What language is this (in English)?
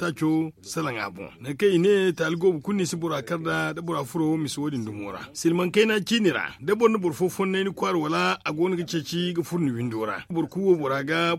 Zarma